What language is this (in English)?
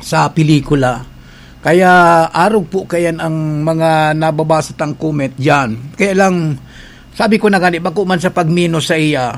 Bikol